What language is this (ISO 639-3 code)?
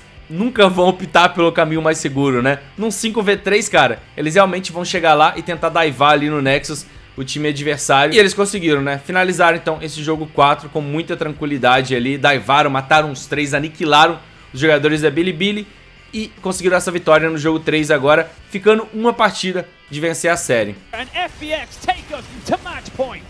por